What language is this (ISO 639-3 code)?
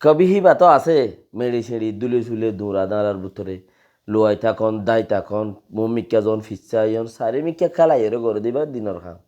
rhg